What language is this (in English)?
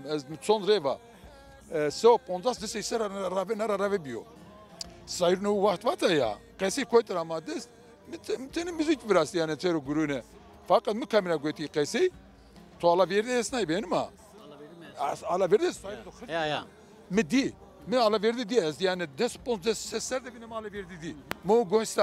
Zaza